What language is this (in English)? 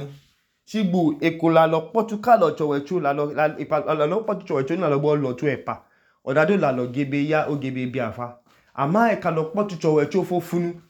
Idoma